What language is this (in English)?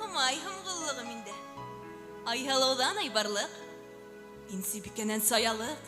Bashkir